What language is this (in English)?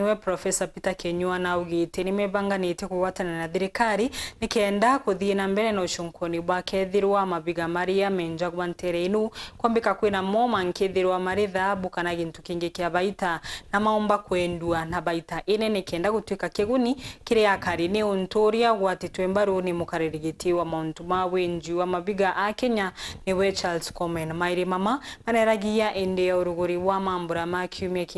Meru